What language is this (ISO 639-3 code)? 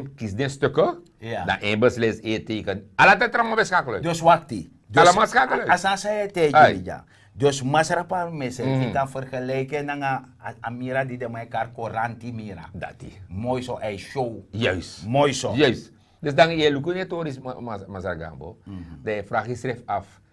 srn